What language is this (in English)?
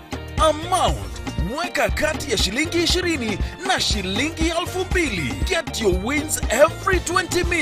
Meru